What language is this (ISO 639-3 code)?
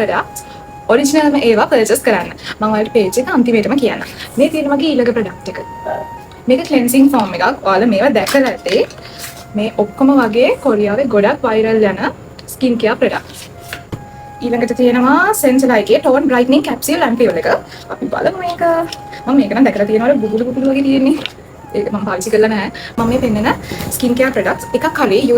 sin